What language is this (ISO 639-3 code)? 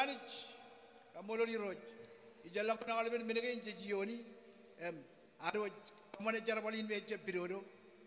mah